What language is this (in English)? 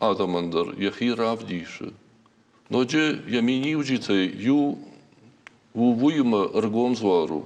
Ossetic